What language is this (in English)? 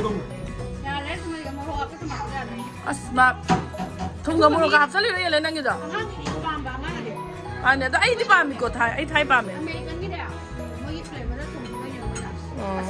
Manipuri